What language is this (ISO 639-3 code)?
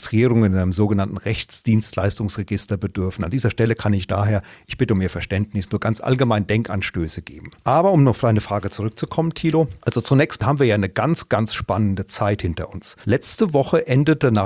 deu